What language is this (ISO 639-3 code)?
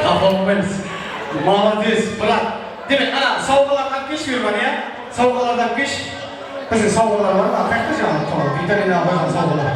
kaa